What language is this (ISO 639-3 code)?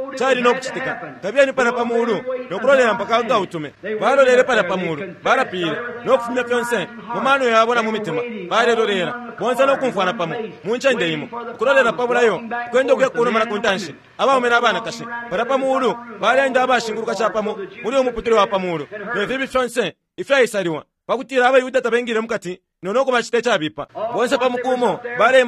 bem